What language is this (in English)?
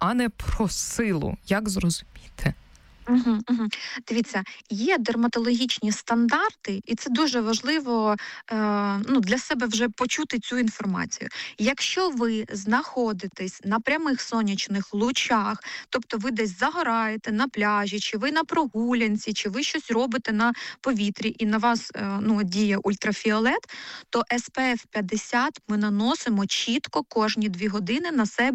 Ukrainian